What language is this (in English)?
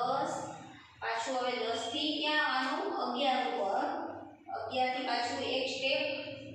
Gujarati